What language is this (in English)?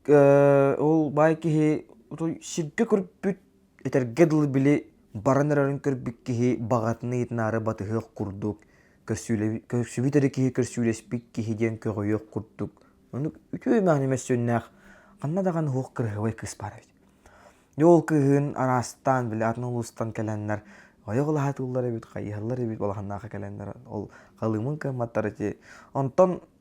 Yakut